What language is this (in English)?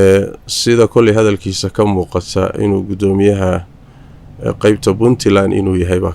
Somali